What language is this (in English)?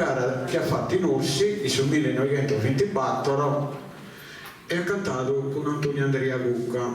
Sardinian